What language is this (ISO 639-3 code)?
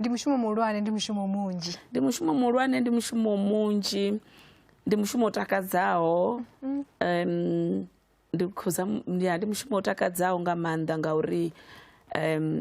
ven